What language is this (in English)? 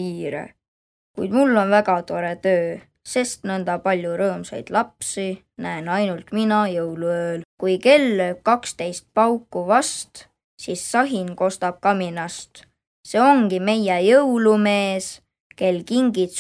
Estonian